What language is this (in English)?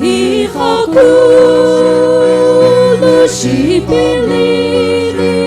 Sumi Naga